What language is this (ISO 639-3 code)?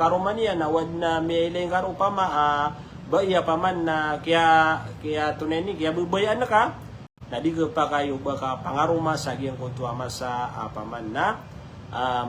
mrw